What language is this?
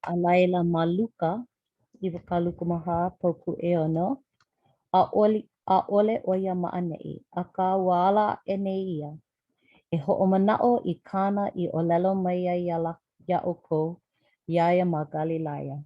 Hawaiian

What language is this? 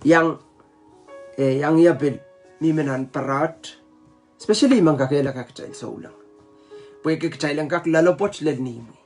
Pohnpeian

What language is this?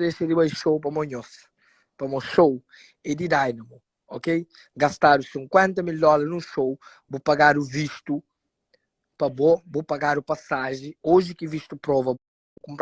Kabuverdianu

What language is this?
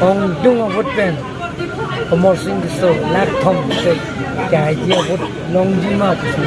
Karbi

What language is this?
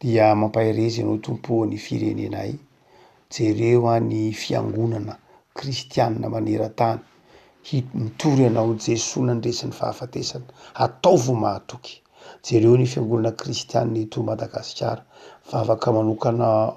Malagasy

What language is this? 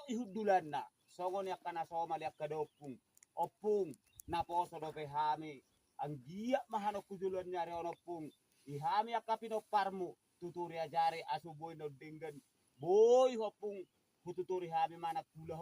Batak Toba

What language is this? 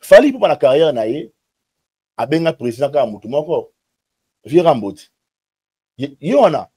Lingala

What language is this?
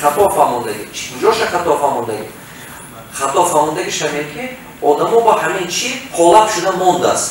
Tajik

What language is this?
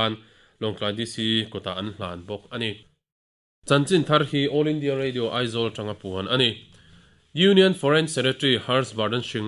Mizo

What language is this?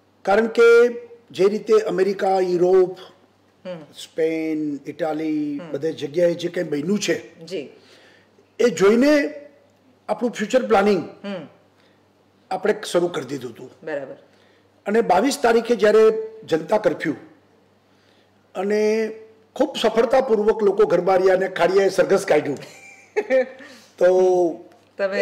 Gujarati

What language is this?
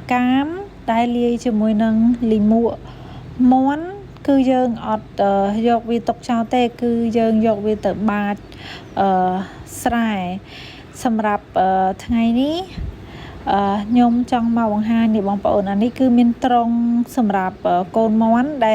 Khmer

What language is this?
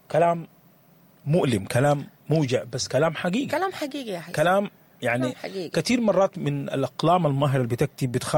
Sudanese Arabic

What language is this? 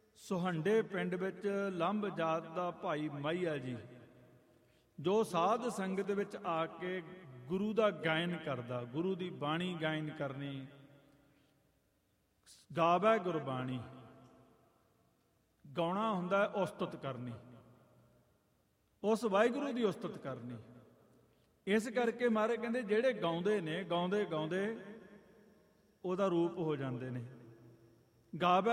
Punjabi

